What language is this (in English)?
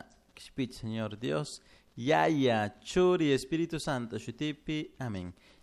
Chimborazo Highland Quichua